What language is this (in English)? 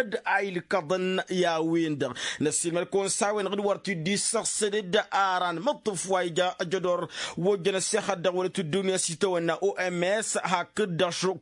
Tamasheq